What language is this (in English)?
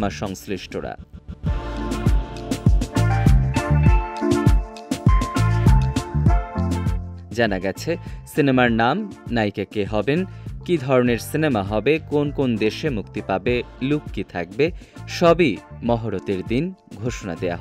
Bangla